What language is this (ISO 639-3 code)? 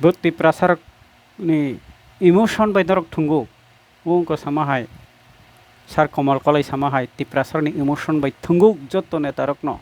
trp